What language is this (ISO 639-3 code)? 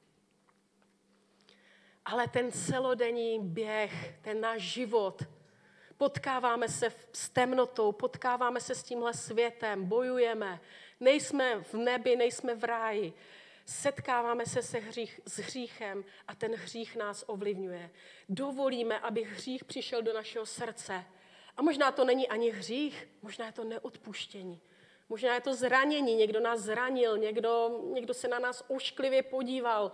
ces